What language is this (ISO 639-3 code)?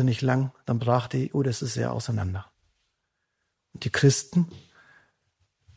deu